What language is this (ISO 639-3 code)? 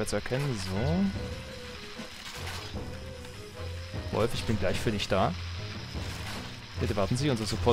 deu